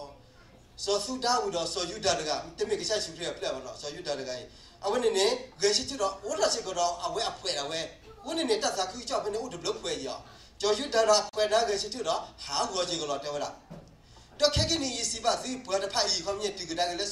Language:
S'gaw Karen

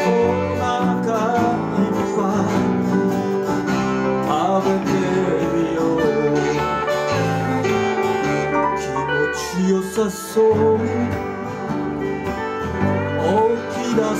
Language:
Japanese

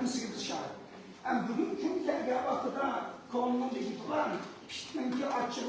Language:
Uyghur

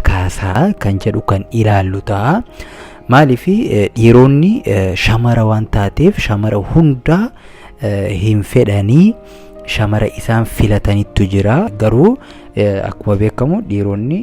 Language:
Oromo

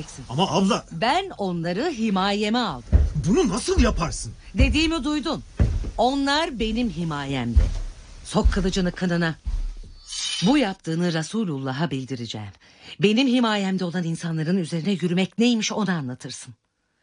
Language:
Turkish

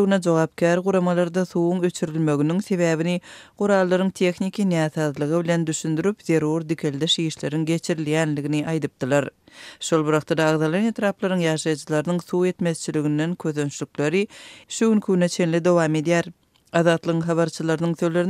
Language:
Turkmen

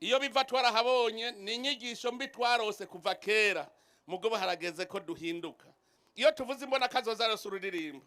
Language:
Rundi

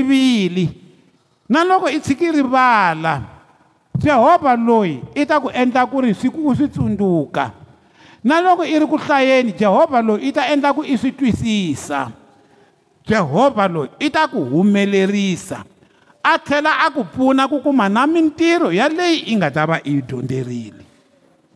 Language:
Tsonga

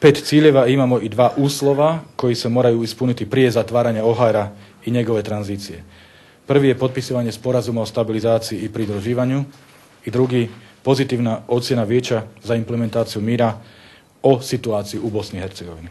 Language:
Bosnian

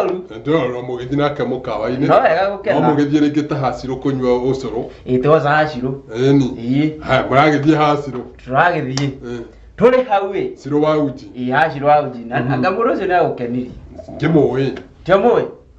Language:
Kikuyu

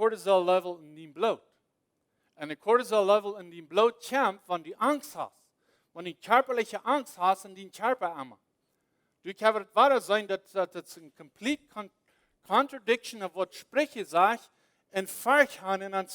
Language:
Plautdietsch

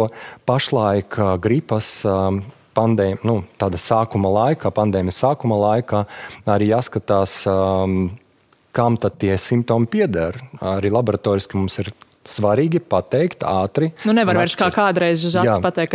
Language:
Latvian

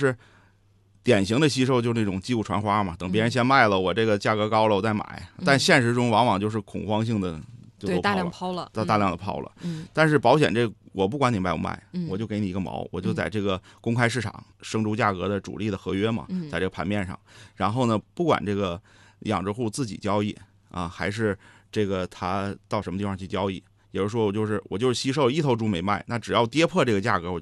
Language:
Chinese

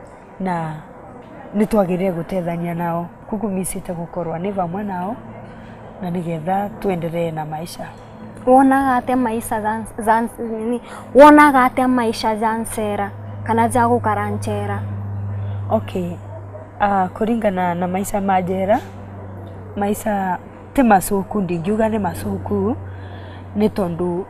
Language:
Meru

